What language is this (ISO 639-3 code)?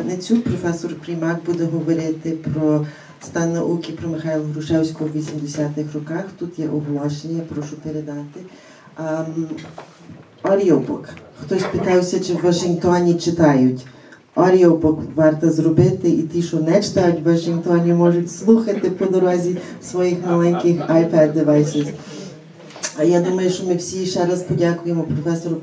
ukr